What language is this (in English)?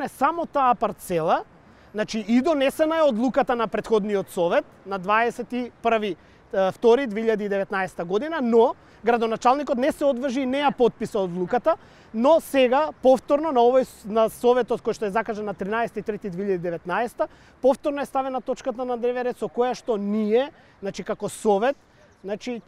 Macedonian